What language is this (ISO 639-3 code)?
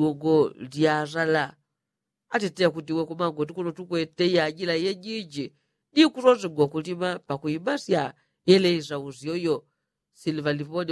yao